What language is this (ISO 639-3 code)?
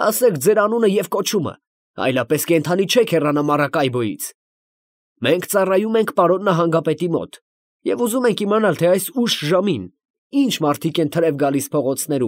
hye